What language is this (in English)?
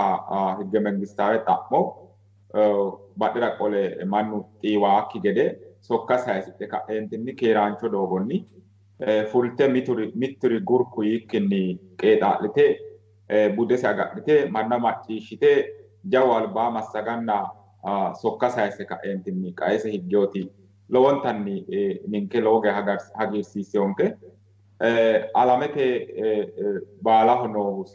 Sidamo